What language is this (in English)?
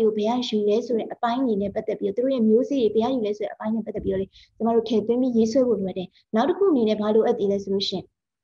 Burmese